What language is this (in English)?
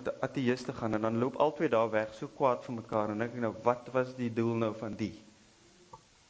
Afrikaans